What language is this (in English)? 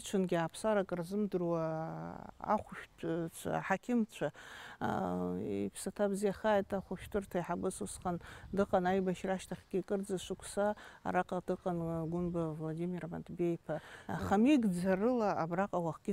Abkhazian